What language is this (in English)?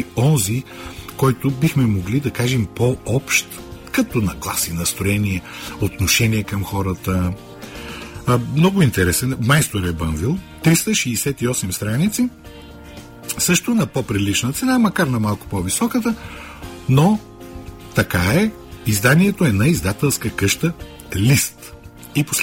Bulgarian